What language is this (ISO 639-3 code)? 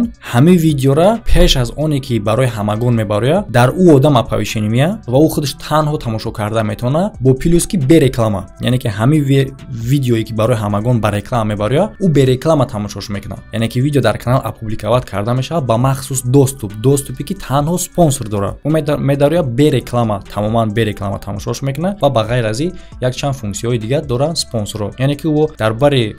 tgk